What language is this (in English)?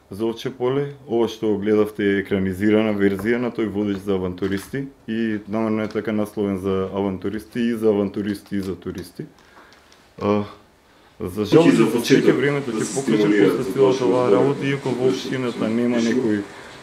Macedonian